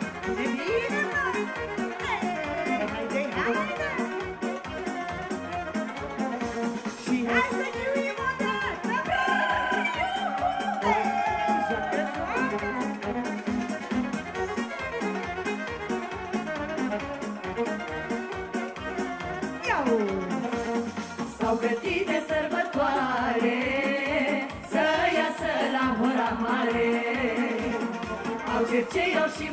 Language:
Romanian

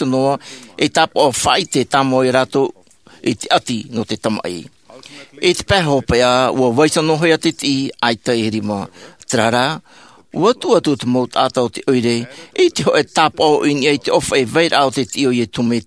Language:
Tahitian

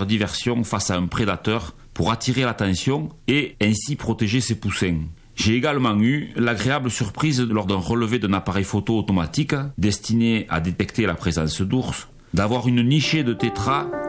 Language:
French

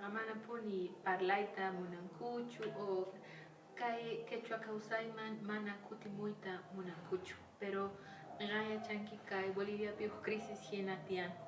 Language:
Quechua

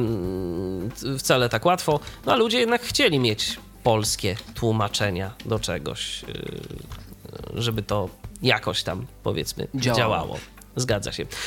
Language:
Polish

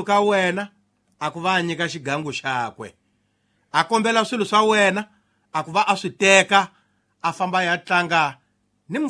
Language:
Tsonga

